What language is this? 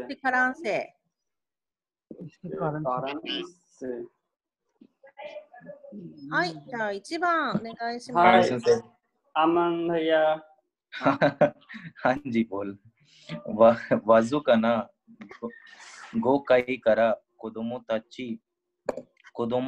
Japanese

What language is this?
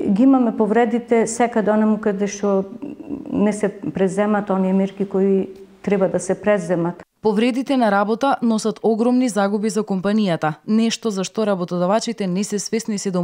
Macedonian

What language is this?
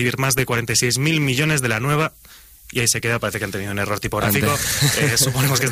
Spanish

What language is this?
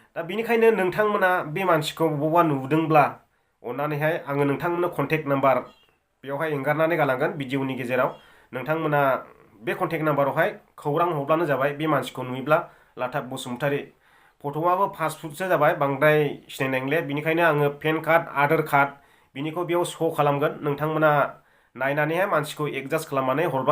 Bodo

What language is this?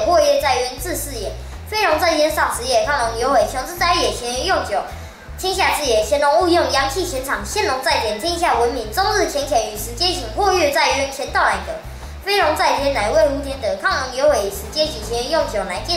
Literary Chinese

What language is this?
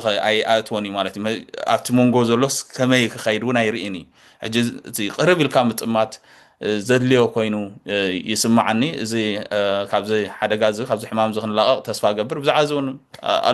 Tigrinya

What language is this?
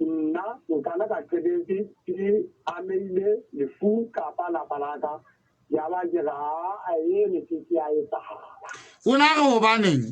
Southern Sotho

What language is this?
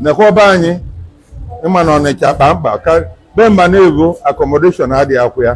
Igbo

